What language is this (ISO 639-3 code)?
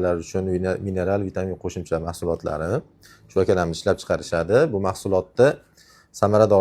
uzb